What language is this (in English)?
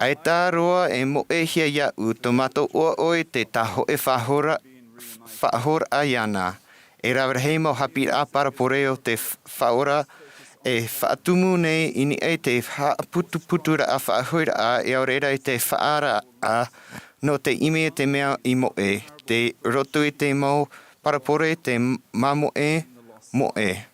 Tahitian